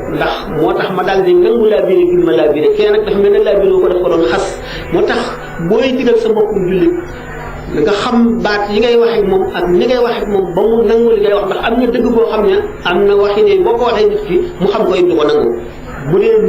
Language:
Wolof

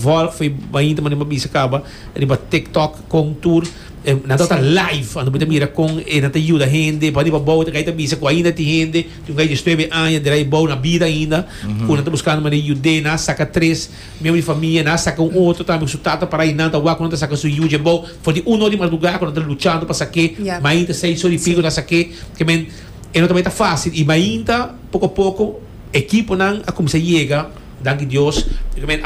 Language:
Papiamento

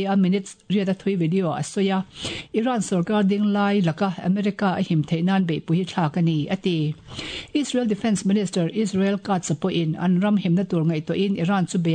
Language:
Mizo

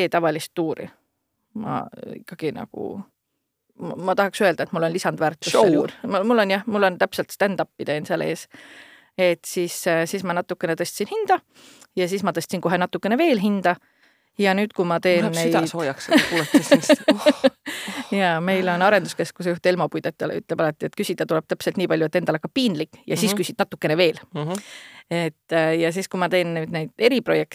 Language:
Estonian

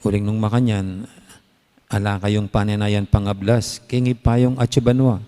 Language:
Pampanga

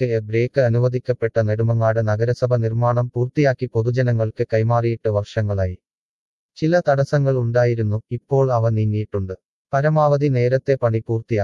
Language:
Malayalam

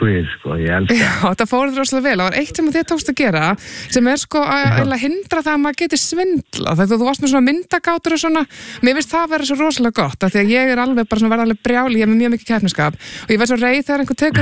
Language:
Icelandic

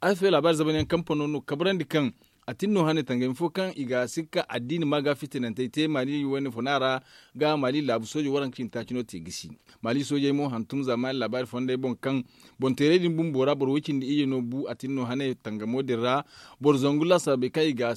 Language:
Zarma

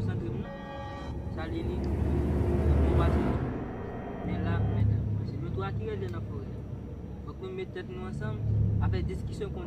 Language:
Haitian Creole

